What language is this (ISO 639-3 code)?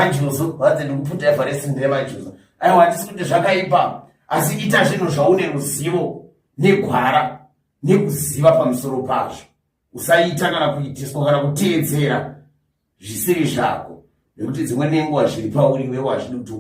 sna